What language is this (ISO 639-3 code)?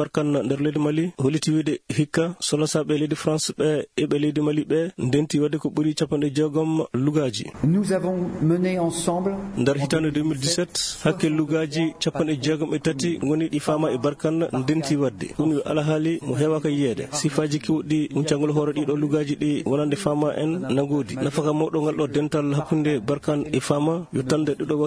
ful